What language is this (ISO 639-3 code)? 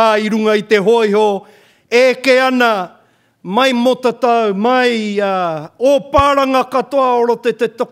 mri